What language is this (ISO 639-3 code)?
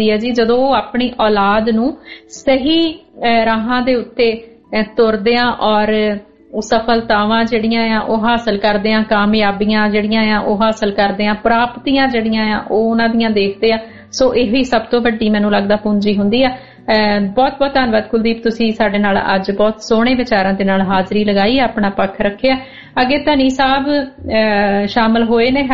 pan